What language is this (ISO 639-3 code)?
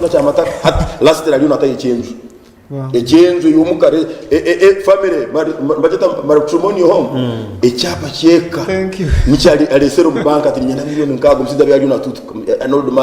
nyn